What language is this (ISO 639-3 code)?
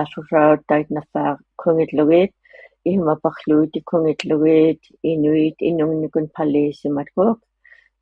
iku